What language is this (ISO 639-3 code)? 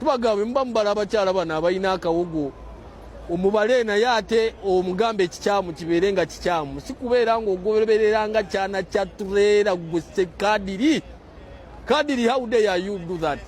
lug